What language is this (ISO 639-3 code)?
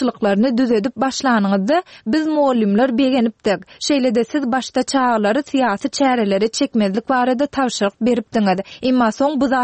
tuk